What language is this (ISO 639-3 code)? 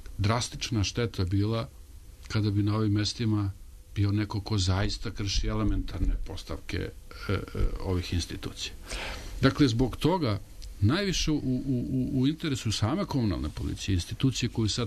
srp